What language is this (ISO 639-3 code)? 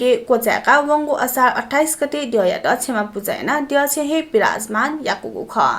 new